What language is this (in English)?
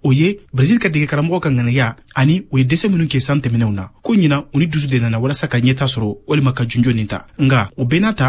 Bambara